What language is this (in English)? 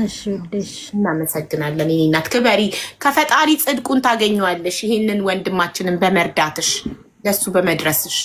Amharic